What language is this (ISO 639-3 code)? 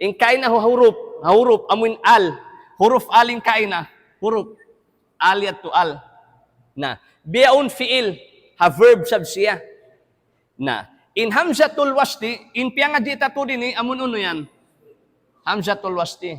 tsg